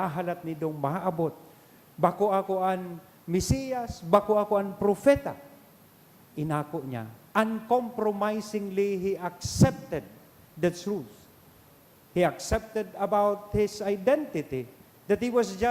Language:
Bikol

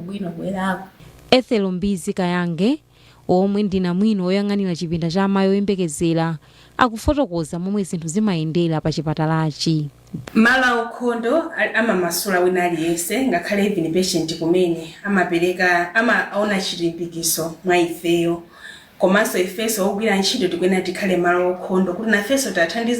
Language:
Nyanja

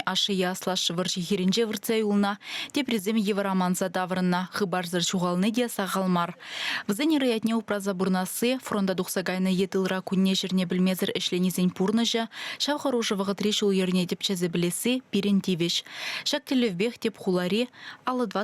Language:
Chuvash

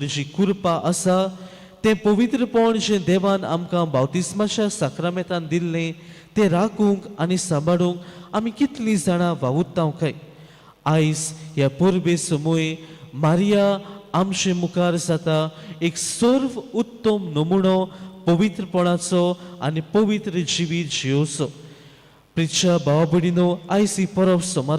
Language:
Konkani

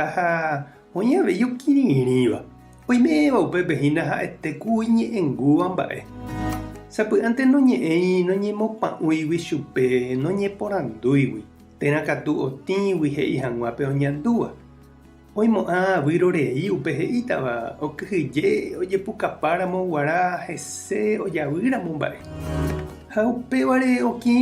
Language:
Guarani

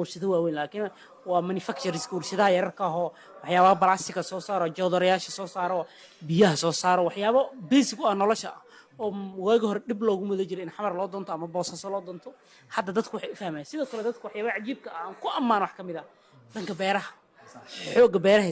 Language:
Somali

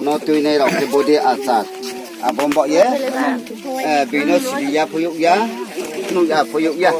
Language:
Riang (India)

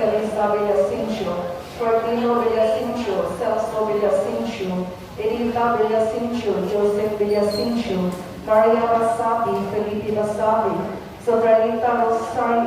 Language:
Cebuano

